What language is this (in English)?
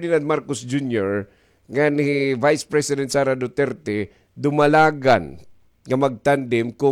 Waray